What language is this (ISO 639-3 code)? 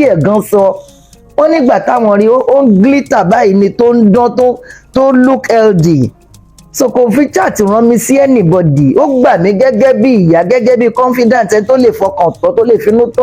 yor